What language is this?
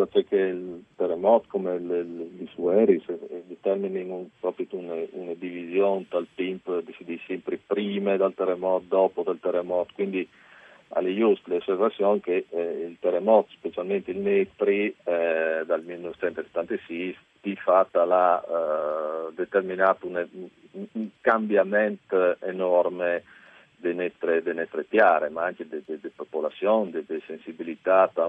Friulian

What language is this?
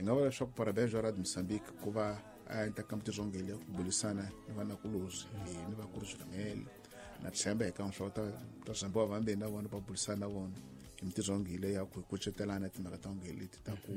Tsonga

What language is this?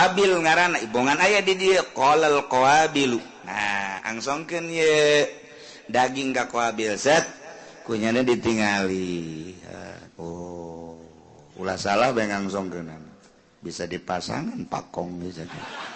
Sundanese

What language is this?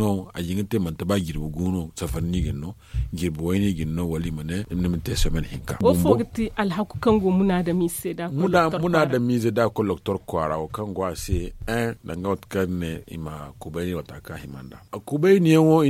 Zarma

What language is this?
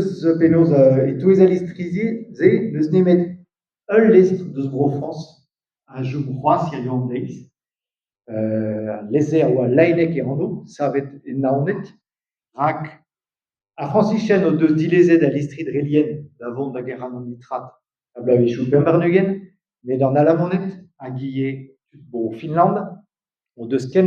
Breton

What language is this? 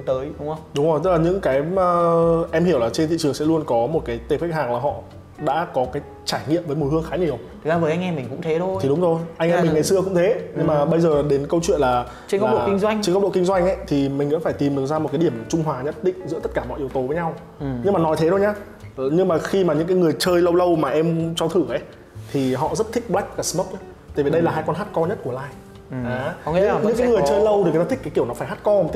Vietnamese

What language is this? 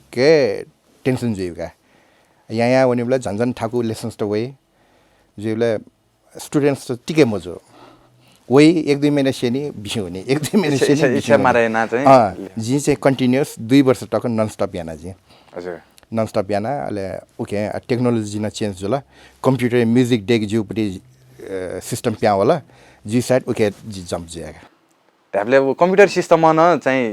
Newari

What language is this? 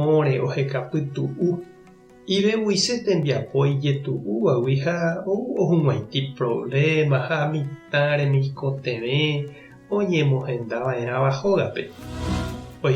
Guarani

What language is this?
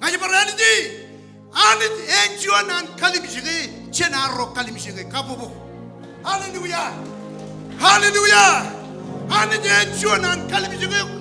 Marshallese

